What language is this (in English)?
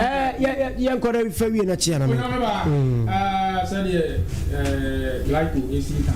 Akan